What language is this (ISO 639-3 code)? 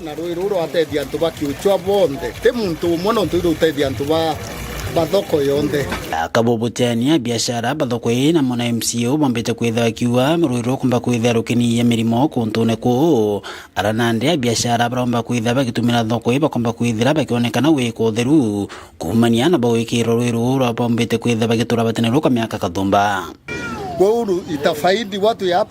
mer